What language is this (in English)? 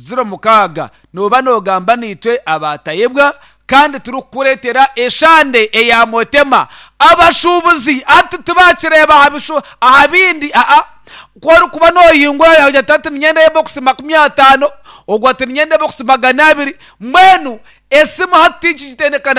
Nyankole